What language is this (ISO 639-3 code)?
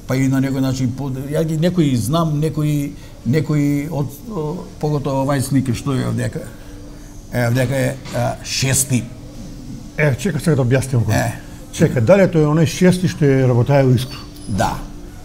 mkd